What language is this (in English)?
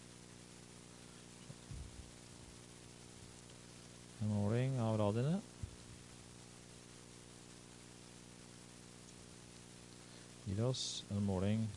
Norwegian